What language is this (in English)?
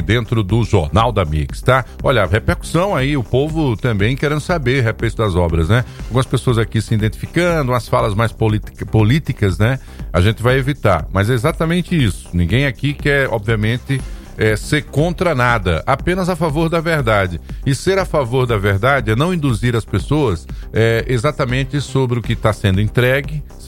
Portuguese